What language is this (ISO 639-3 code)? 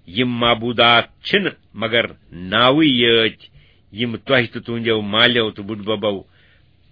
kas